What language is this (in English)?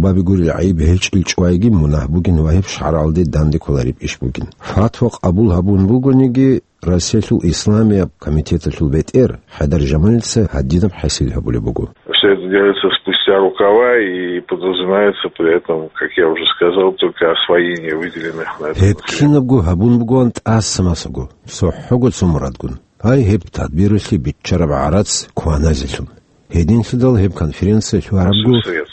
Avaric